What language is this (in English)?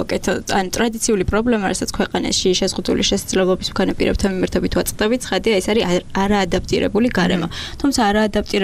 Georgian